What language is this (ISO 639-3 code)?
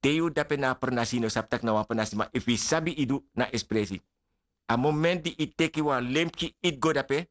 srn